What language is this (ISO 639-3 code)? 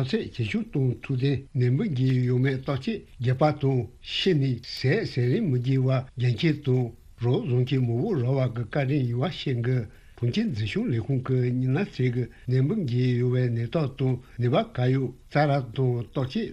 bod